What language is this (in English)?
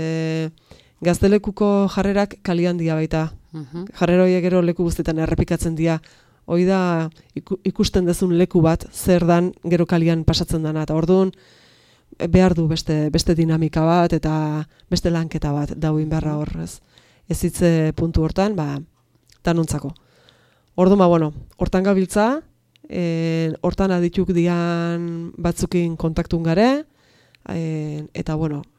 Basque